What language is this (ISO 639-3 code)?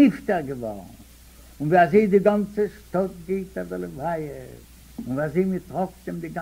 yid